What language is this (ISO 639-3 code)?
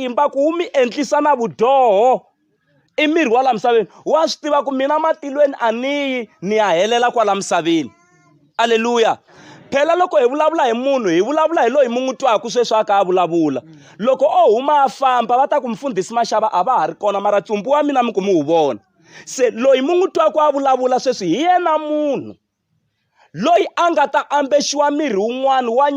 tso